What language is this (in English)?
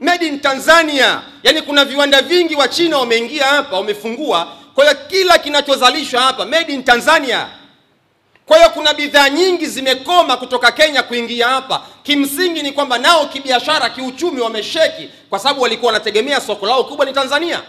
Swahili